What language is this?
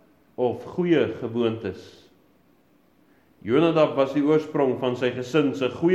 Afrikaans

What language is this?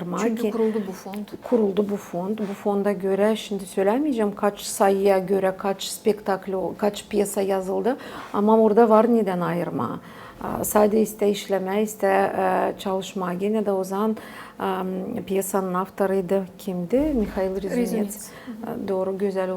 Gagauz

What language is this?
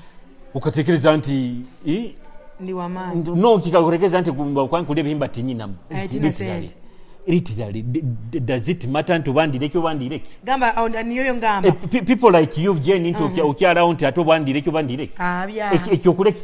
Nyoro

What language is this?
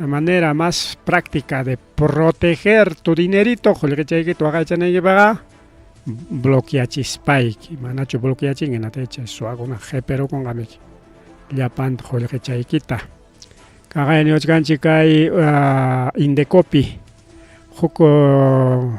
Ayacucho Quechua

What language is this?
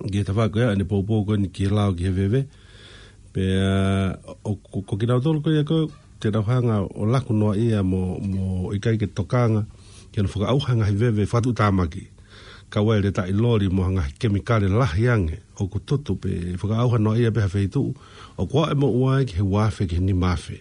Tongan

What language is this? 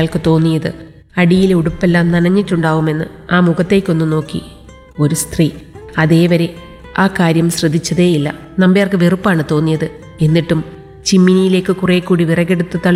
Malayalam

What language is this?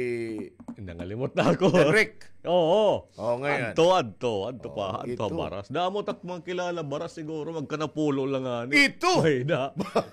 Waray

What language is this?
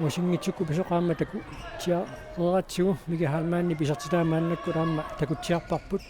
Kalaallisut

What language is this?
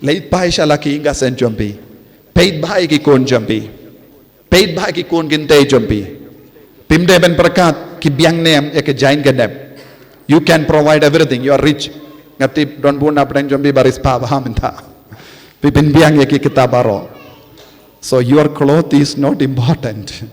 Khasi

